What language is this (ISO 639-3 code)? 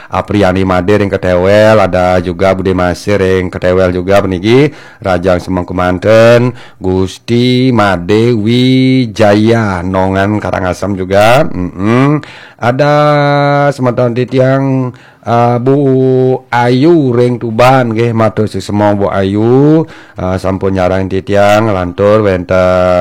ban